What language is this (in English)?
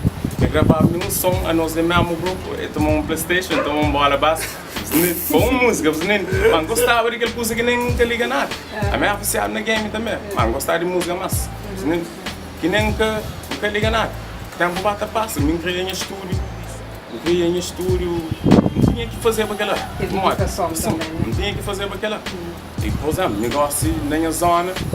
Kabuverdianu